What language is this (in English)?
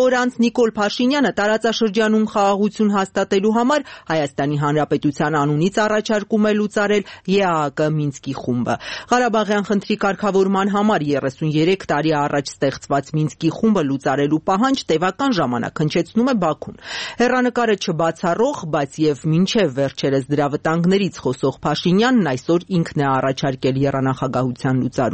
Armenian